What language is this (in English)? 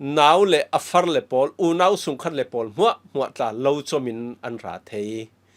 Falam Chin